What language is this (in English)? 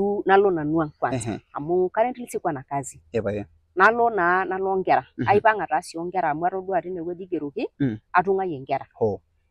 Masai